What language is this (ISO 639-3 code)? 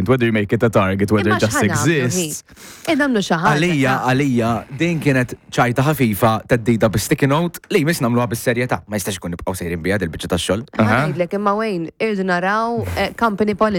mlt